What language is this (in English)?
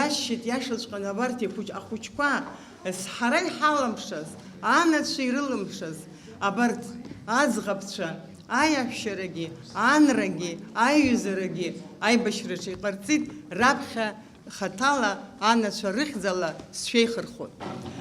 Abkhazian